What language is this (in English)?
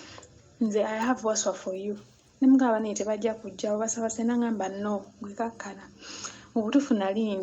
Ganda